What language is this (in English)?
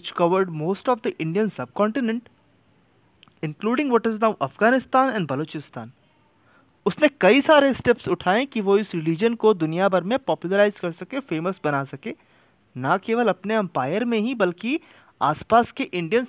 Hindi